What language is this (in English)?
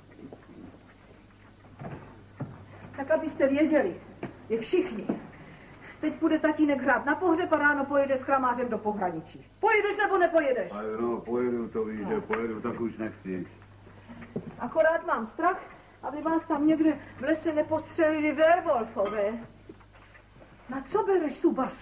Czech